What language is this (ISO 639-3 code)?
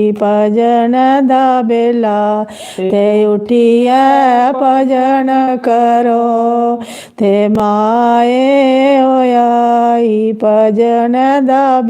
doi